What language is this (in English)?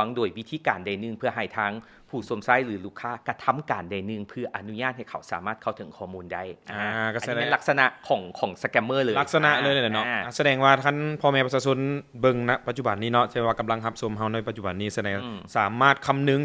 Lao